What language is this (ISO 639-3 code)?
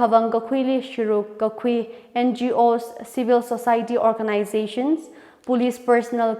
nmf